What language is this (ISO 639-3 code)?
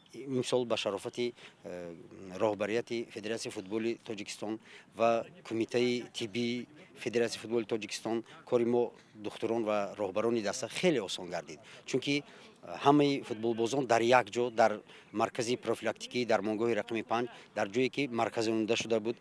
tgk